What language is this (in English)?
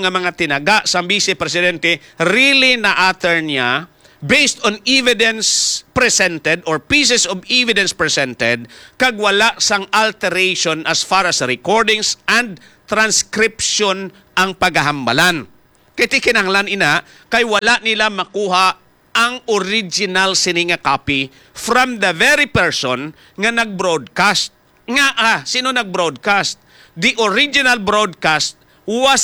Hiligaynon